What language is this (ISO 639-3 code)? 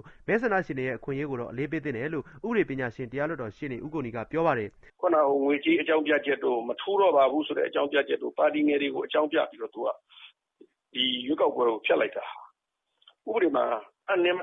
mya